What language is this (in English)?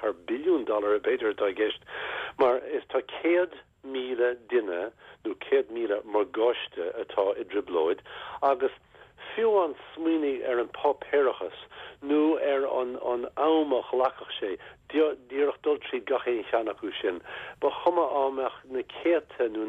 Irish